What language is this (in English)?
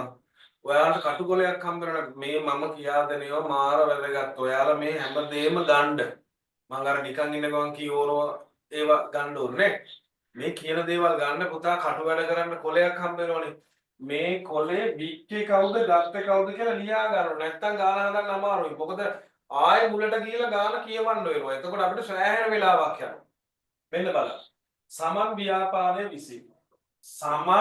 Sinhala